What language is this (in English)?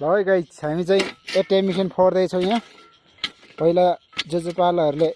Nepali